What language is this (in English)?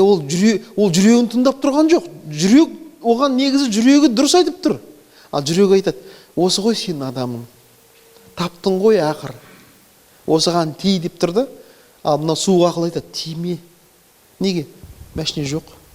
Kazakh